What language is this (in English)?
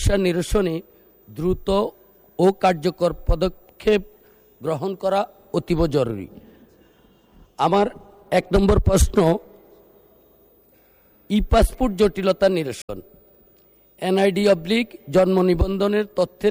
Bangla